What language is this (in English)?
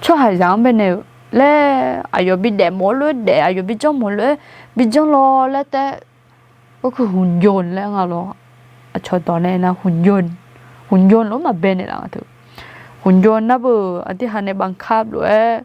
Akha